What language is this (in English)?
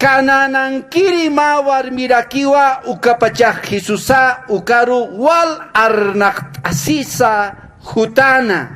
Aymara